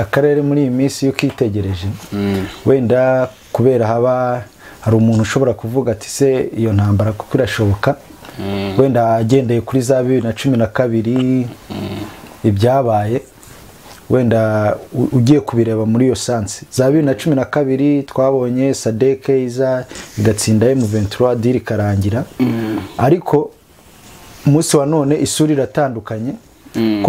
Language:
Kinyarwanda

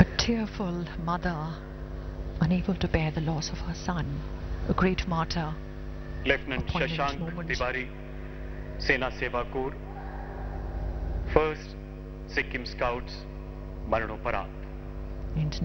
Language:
Hindi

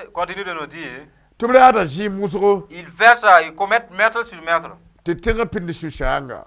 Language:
Mossi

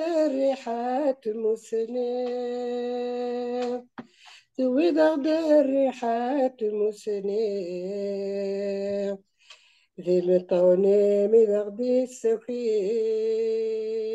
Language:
Kabyle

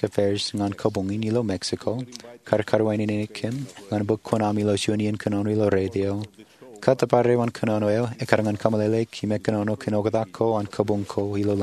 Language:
Marshallese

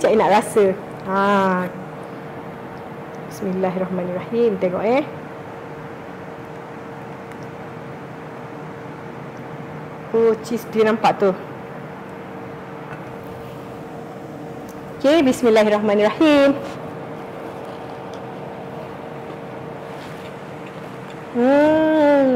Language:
Malay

